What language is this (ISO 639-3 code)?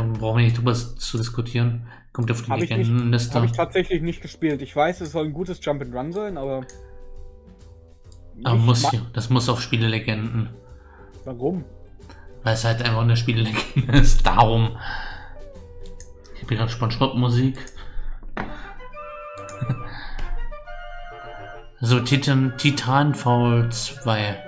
deu